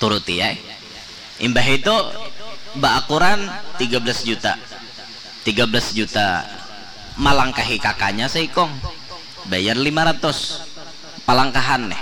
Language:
Banjar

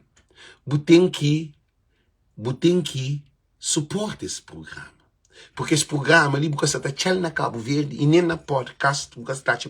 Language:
Kabuverdianu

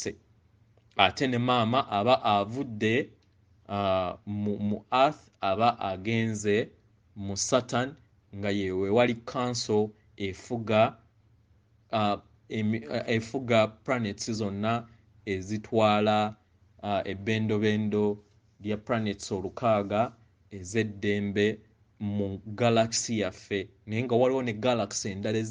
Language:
Ganda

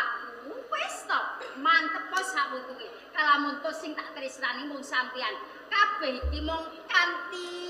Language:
Javanese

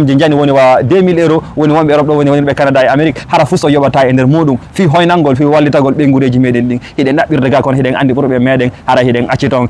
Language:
Fula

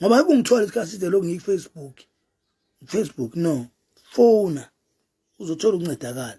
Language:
Zulu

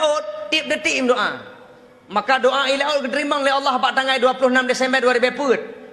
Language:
Achinese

